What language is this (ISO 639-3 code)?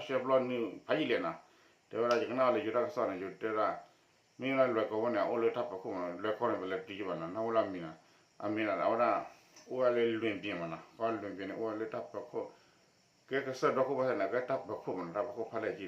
ksw